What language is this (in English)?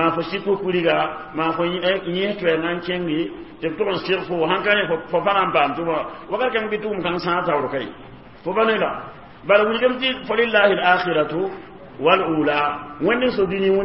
Mossi